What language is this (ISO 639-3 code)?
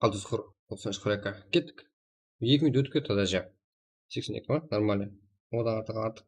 kaa